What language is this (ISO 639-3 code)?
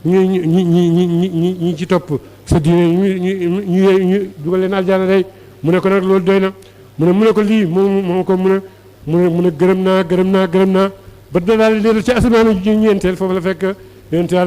wol